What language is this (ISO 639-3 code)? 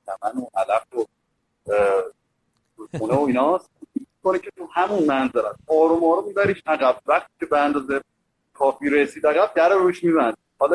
fas